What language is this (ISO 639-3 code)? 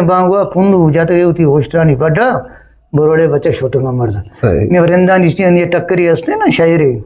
bgp